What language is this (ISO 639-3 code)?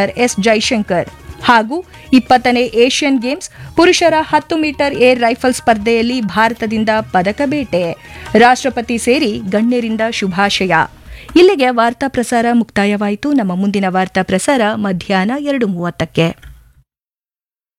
kan